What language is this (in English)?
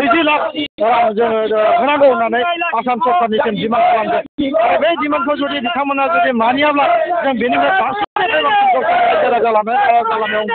Bodo